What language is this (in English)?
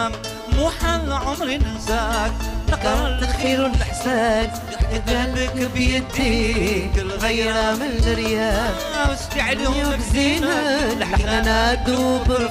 Algerian Arabic